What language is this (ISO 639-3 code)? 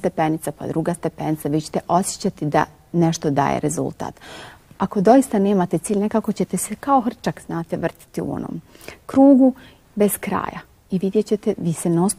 bos